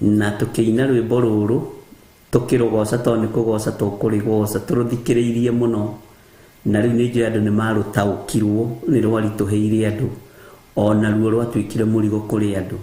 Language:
Kikuyu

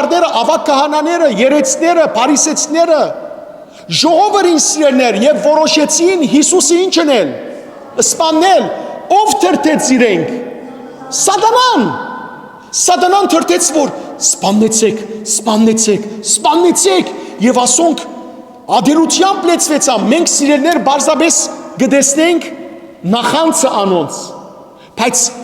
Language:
Western Armenian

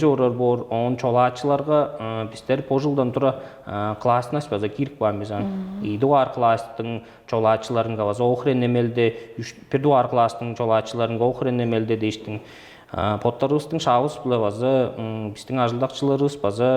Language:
Tuvinian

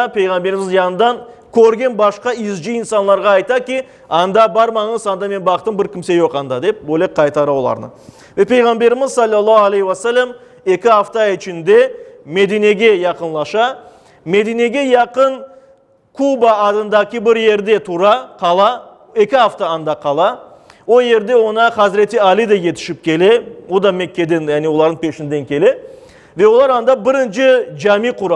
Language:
Crimean Tatar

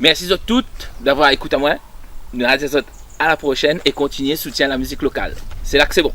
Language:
Réunion Creole French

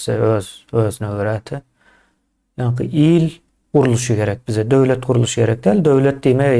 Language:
Turkmen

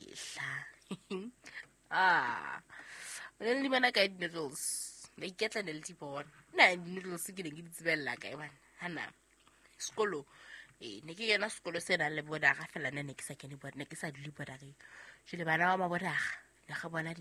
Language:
Southern Sotho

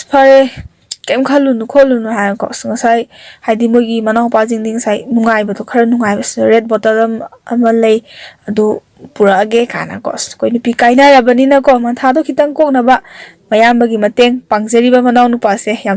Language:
Manipuri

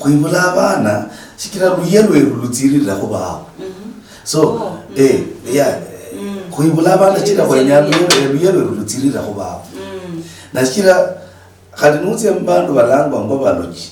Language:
Luyia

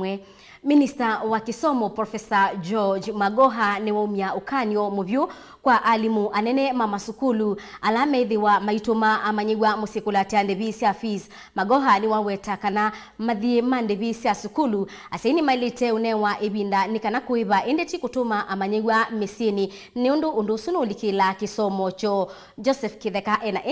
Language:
Kamba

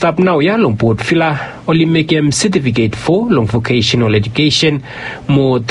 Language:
Bislama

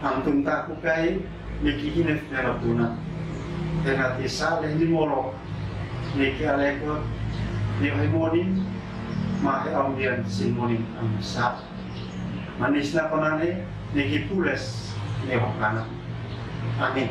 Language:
Uab Meto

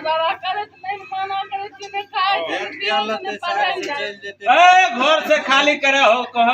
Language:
Maithili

